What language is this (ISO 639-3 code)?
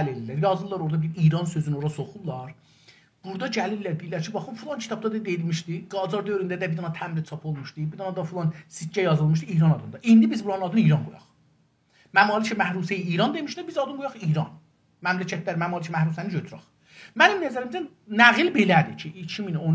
azb